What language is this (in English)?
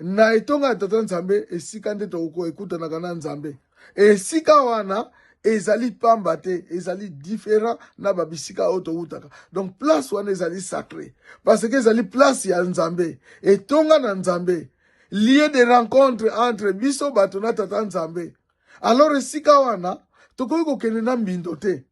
Lingala